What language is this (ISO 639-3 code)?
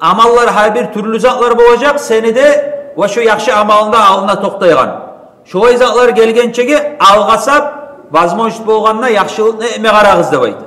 kum